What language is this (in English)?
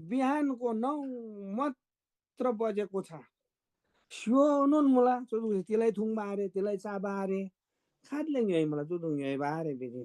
Eastern Tamang